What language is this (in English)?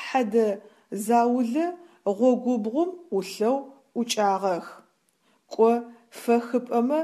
Adyghe